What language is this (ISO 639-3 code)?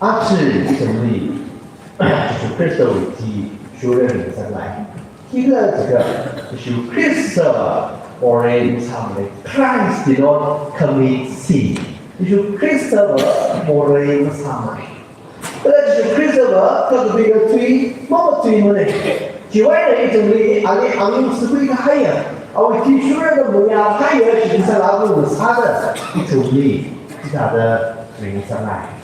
nmf